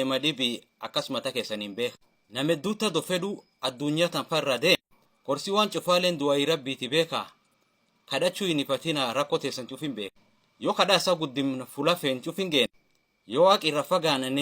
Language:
Oromo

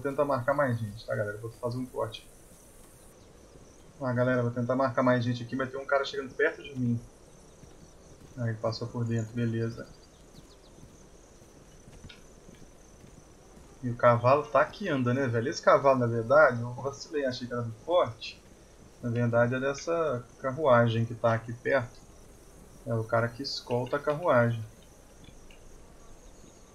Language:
Portuguese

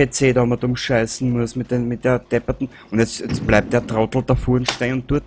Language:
Bavarian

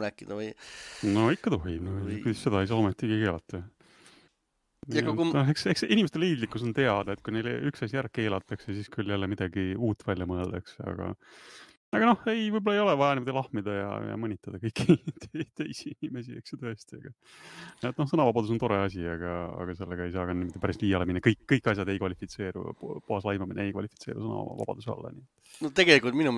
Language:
Estonian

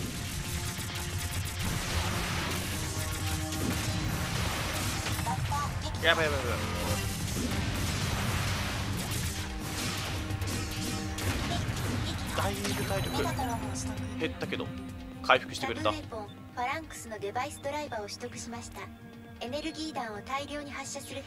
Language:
Japanese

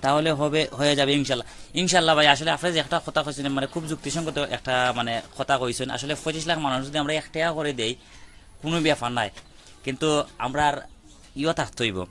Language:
Sylheti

